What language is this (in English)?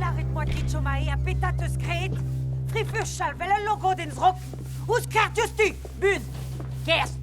Breton